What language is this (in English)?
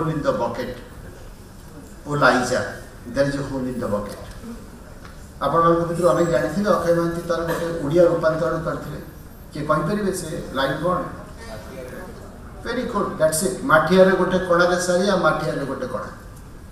Odia